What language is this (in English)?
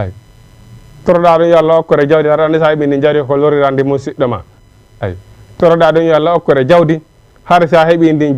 Fula